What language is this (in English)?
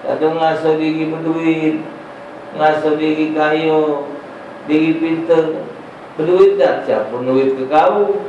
Musi